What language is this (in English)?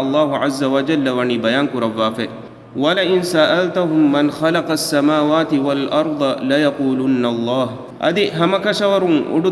Divehi